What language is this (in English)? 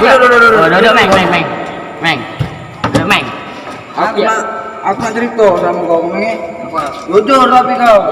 Musi